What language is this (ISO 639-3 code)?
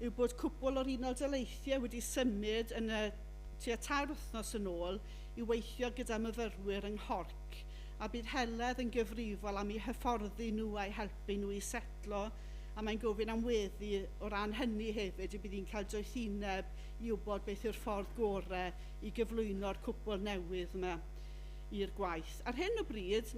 cym